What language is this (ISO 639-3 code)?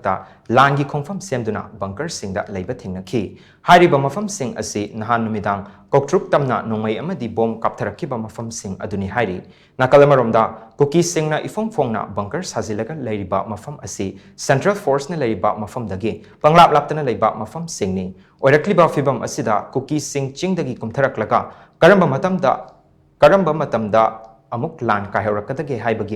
mni